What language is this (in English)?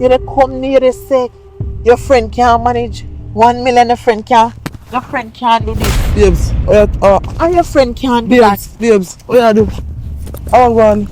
Jamaican Creole English